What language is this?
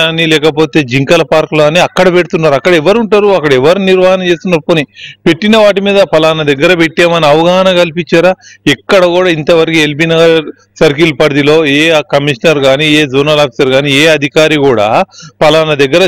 Telugu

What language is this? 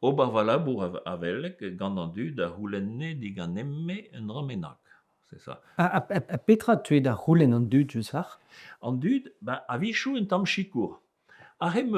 Breton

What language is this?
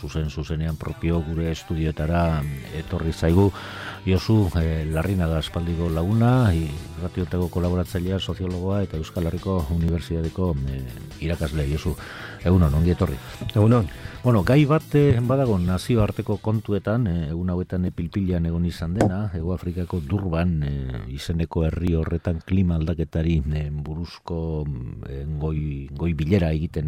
Basque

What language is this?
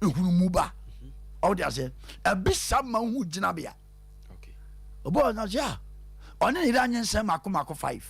Akan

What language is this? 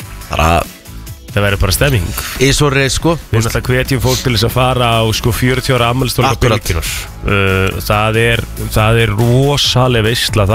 Icelandic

